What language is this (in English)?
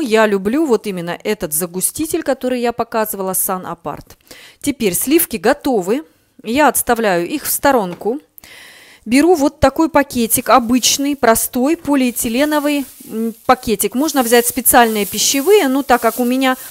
Russian